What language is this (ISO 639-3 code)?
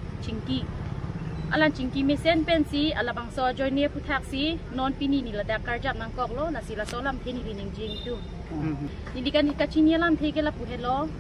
mjw